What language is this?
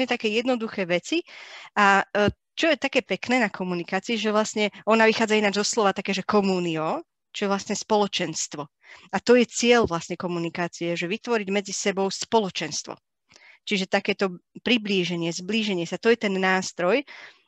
Slovak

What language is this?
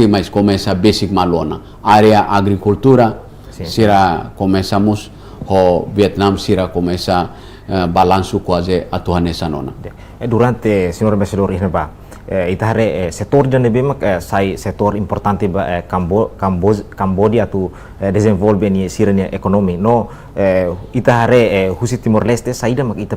Tetum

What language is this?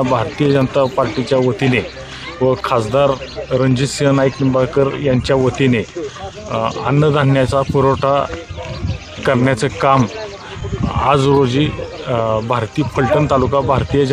Marathi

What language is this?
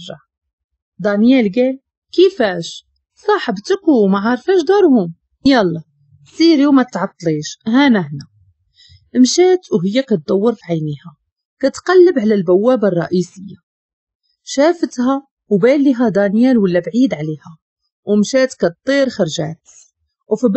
Moroccan Arabic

